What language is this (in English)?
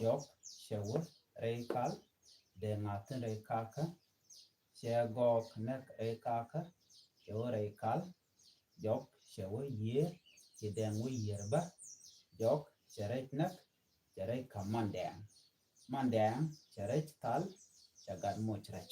Nuer